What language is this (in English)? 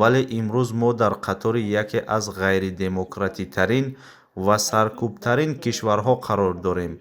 Tajik